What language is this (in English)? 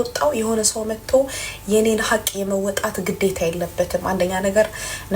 Amharic